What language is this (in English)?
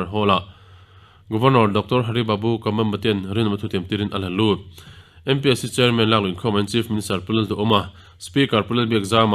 Mizo